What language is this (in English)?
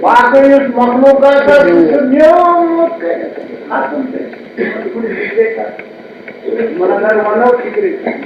Kashmiri